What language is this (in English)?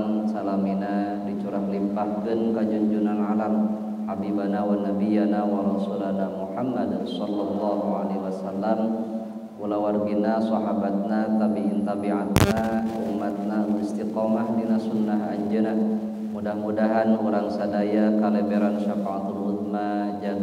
Sundanese